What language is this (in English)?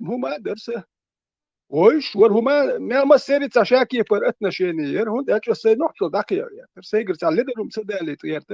Chechen